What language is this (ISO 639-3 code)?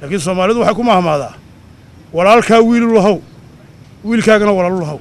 som